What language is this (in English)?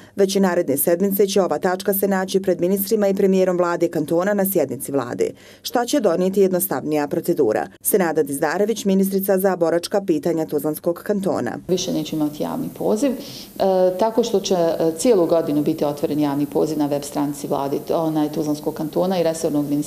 Bosnian